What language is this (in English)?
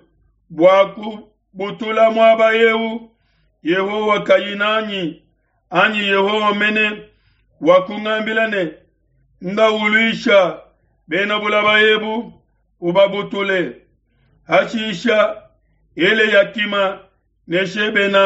Luba-Lulua